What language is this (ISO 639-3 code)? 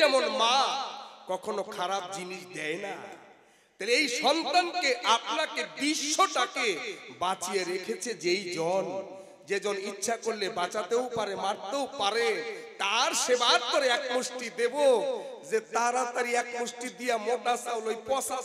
ben